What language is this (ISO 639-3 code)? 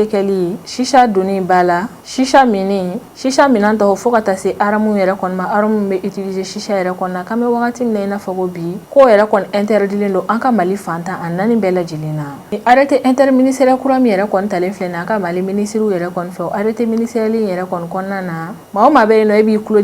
bam